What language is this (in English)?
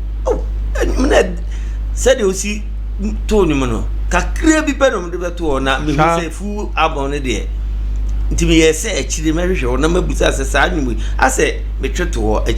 Akan